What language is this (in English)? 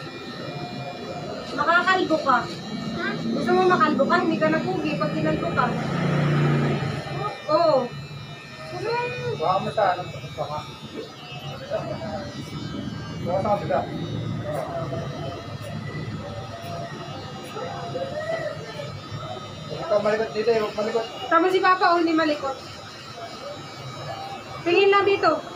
Filipino